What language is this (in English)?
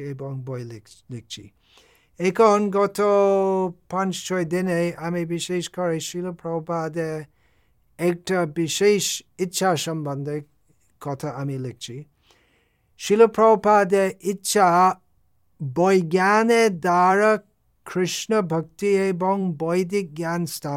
Bangla